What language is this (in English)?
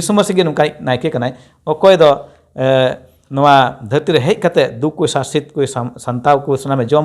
Santali